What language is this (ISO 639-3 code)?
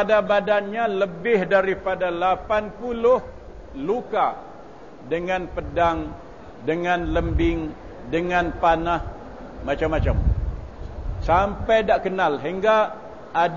msa